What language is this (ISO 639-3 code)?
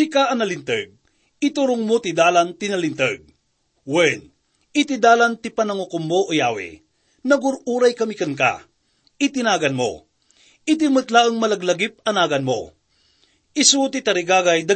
ilo